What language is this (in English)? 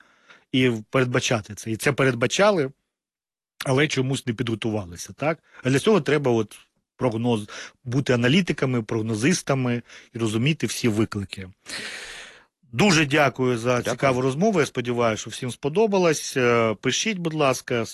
Ukrainian